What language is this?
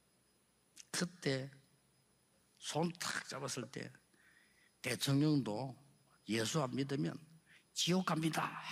Korean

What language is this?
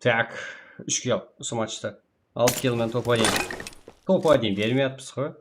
Kara-Kalpak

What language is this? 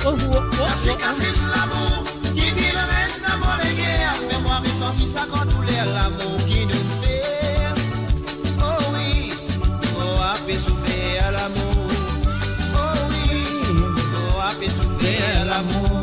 Morisyen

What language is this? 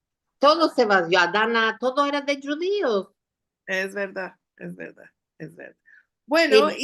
Ladino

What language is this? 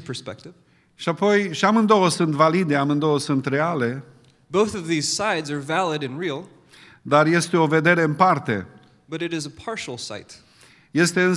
Romanian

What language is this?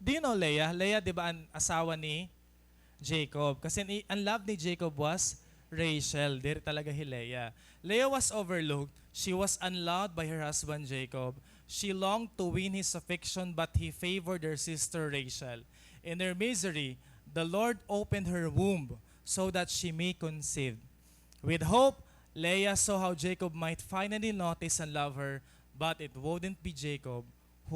Waray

